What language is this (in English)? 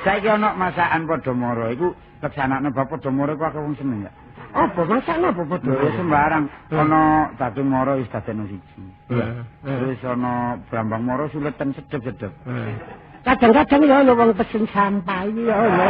Javanese